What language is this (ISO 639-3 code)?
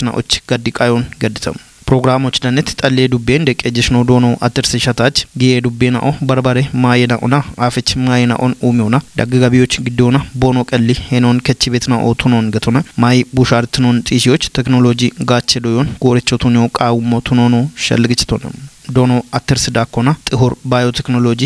kbr